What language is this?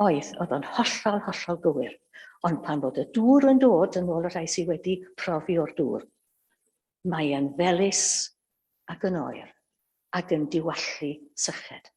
Welsh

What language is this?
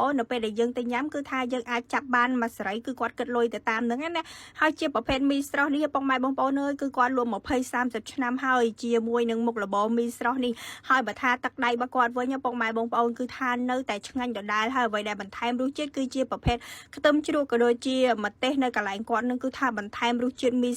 Khmer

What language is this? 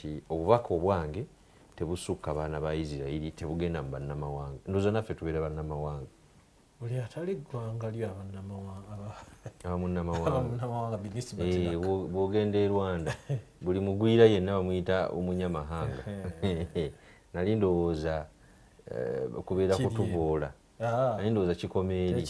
Ganda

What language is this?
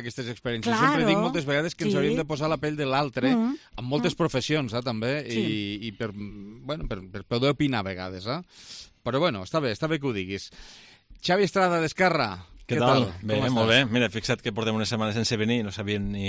Catalan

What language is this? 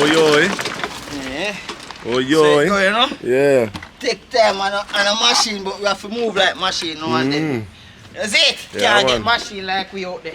Jamaican Creole English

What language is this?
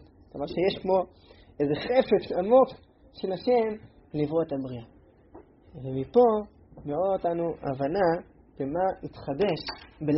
Hebrew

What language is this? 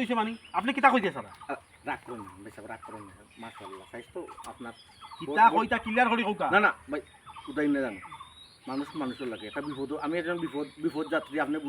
Sylheti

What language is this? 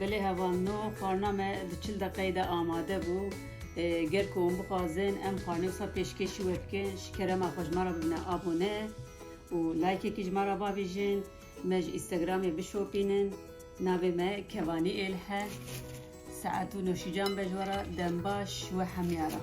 Kurdish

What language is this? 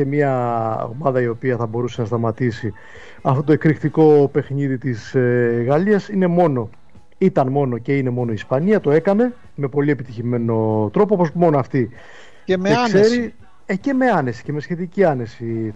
Greek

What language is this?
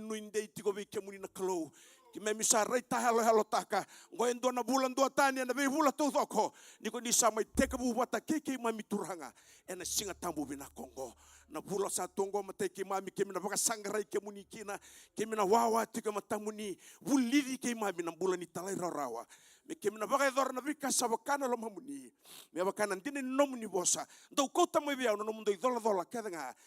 Fijian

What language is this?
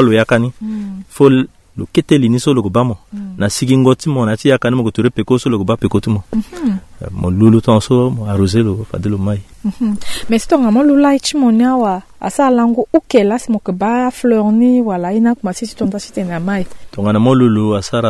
Sango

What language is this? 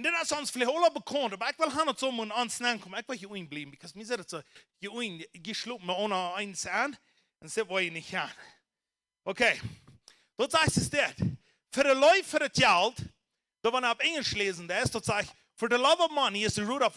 Plautdietsch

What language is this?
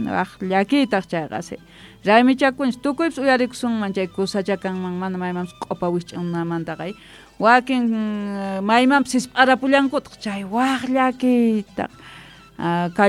Quechua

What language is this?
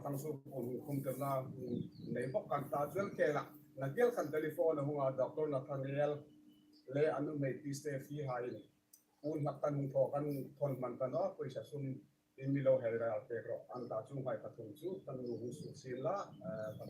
Hmar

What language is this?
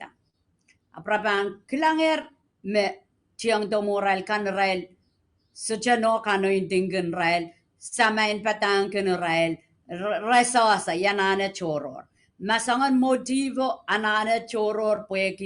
Pohnpeian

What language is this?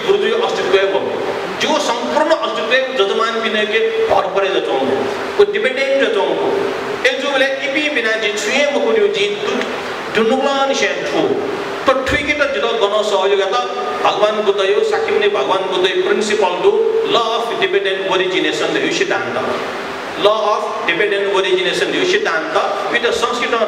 Newari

